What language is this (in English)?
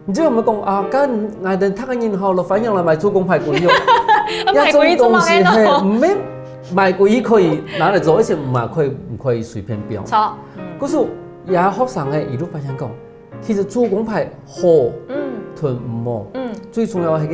Hakka Chinese